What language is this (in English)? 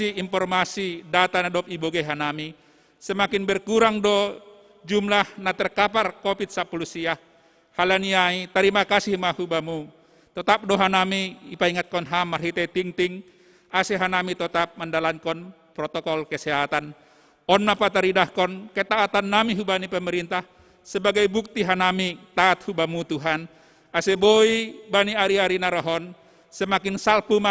Batak Simalungun